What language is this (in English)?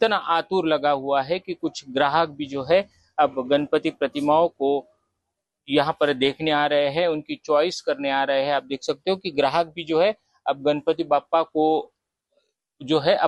Hindi